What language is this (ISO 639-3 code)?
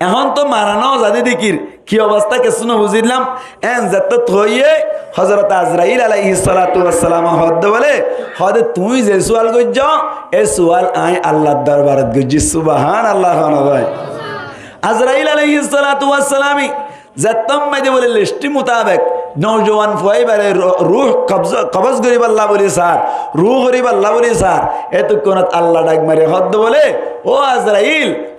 rhg